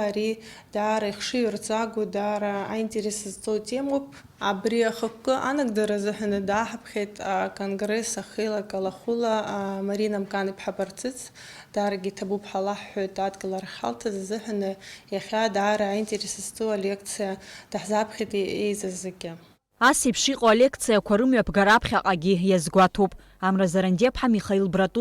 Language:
Abkhazian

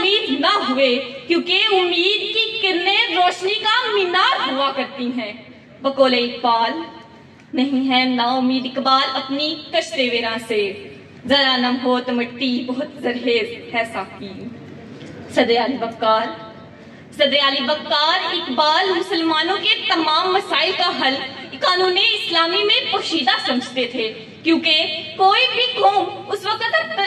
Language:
Urdu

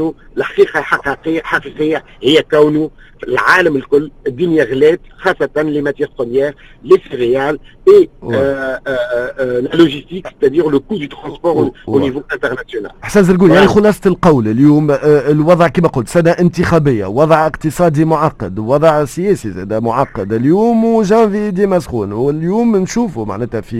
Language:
Tunisian Arabic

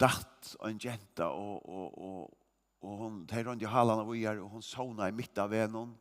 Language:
Faroese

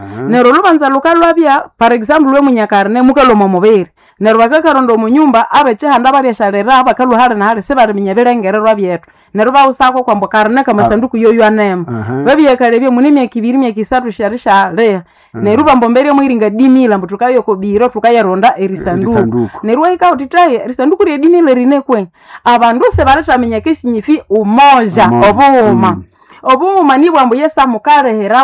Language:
Nande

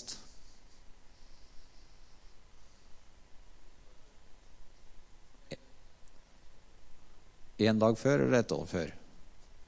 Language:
Norwegian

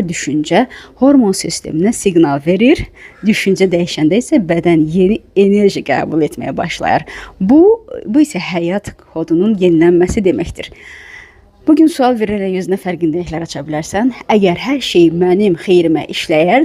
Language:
Azerbaijani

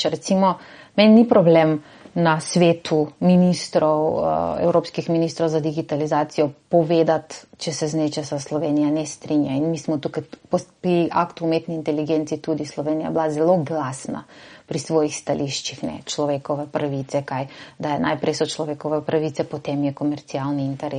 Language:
Slovenian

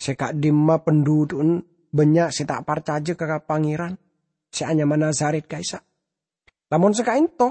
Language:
Madurese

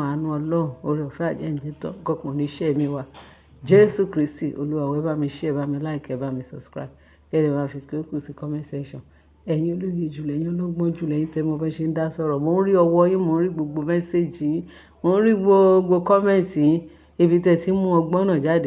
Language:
Yoruba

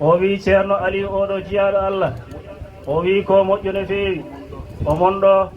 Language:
Fula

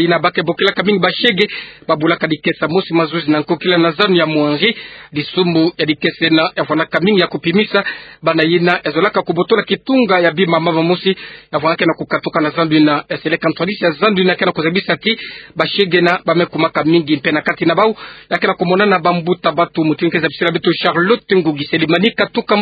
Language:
Kituba (Democratic Republic of Congo)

